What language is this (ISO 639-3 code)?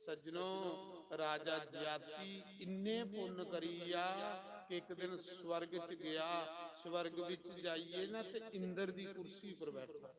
doi